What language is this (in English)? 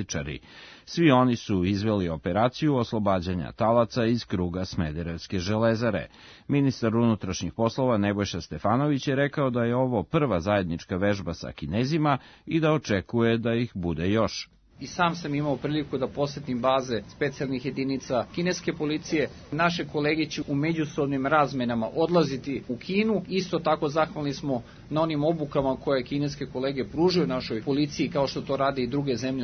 Serbian